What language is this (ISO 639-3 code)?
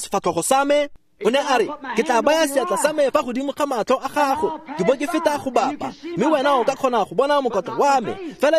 tsn